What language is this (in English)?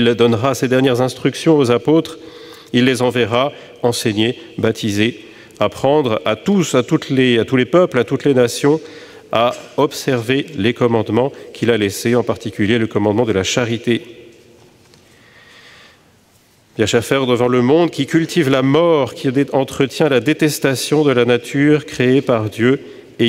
French